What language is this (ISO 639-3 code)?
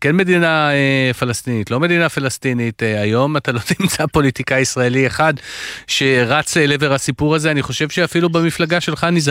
heb